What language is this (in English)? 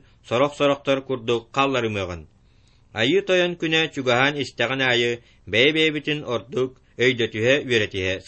Yakut